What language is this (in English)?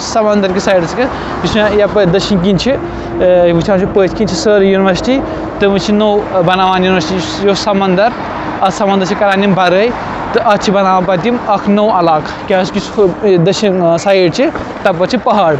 Kashmiri